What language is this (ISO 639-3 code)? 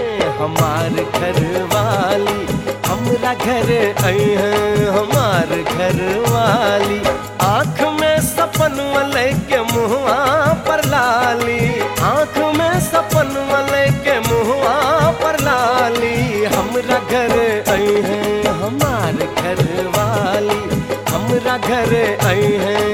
bho